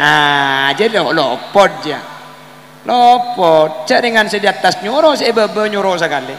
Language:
Madurese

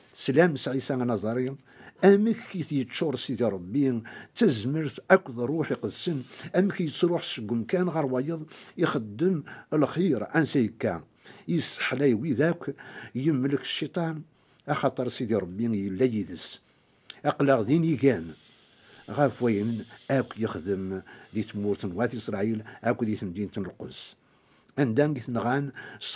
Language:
Kabyle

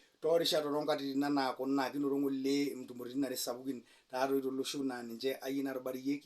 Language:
Masai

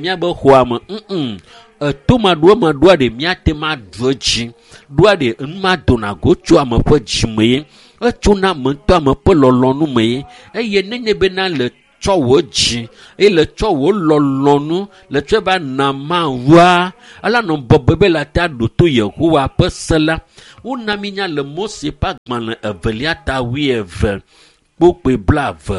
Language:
Ewe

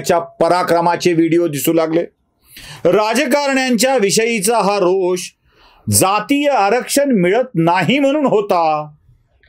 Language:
Marathi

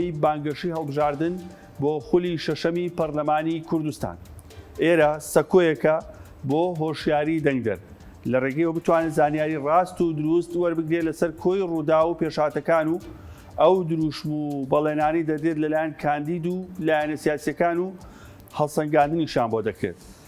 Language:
Central Kurdish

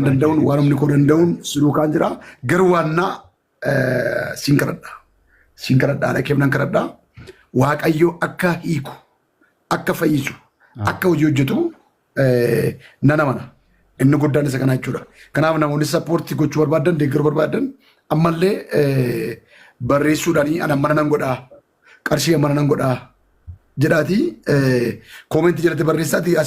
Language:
Oromo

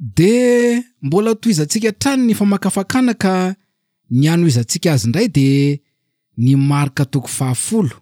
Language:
Malagasy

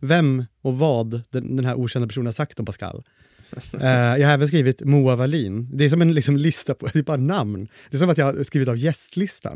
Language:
Swedish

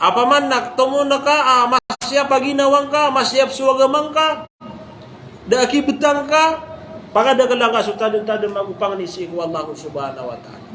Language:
Maranao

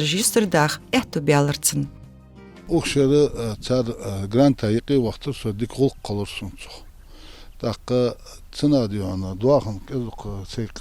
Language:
Ingush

